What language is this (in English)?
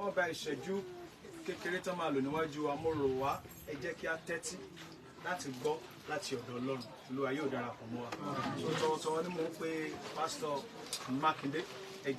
Yoruba